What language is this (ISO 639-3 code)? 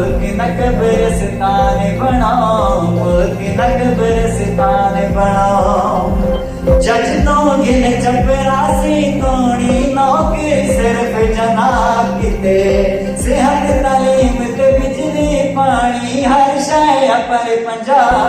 skr